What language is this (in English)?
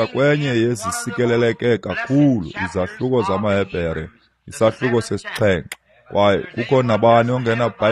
Xhosa